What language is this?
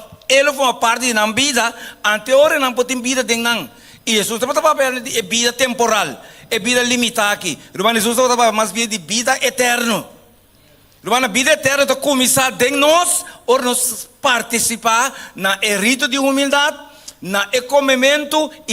Papiamento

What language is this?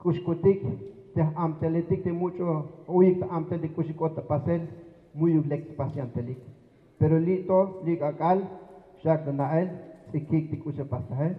Tzeltal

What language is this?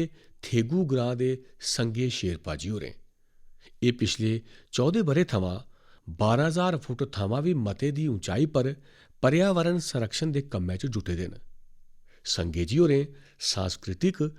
Dogri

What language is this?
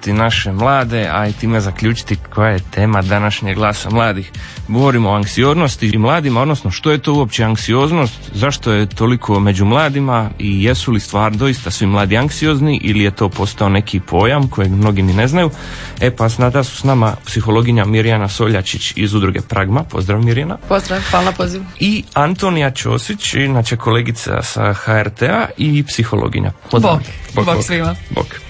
Croatian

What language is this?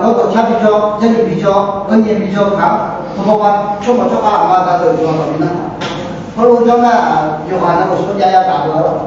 Akha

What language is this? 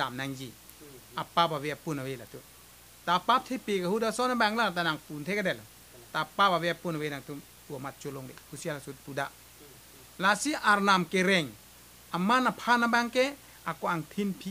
Karbi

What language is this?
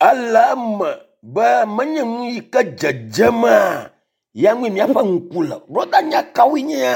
Ewe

